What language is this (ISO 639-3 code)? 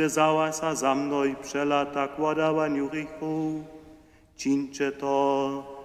hsb